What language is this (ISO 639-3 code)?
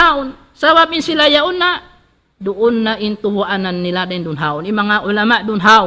tsg